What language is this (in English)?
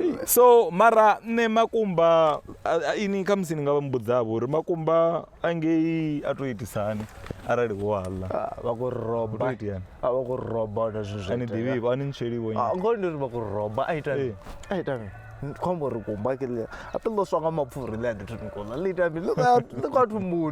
Venda